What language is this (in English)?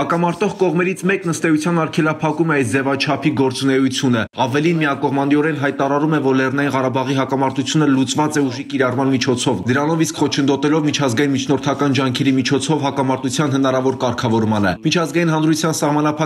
Armenian